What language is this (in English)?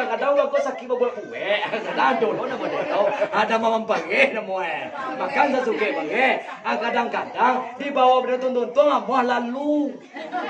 Minangkabau